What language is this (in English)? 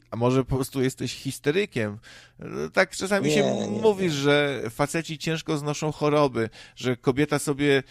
Polish